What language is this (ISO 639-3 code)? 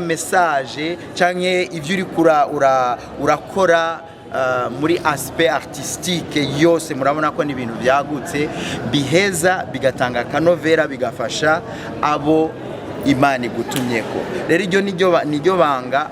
run